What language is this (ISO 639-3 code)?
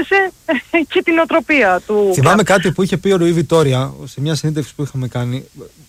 ell